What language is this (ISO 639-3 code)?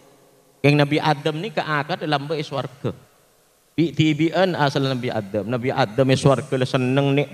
mad